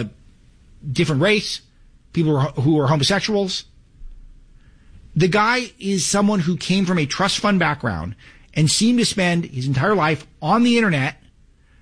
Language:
English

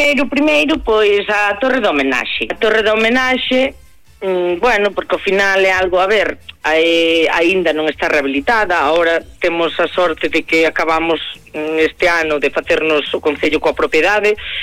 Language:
Galician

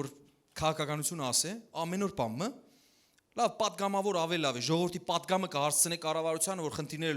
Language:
Western Armenian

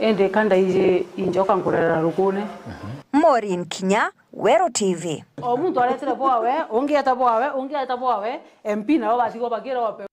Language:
Meru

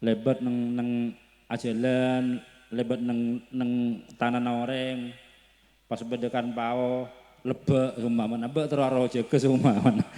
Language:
Madurese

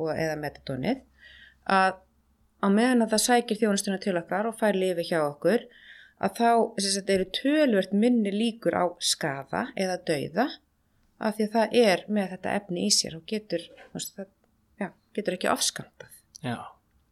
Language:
Icelandic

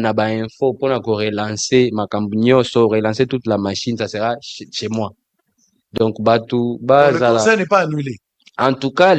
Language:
Lingala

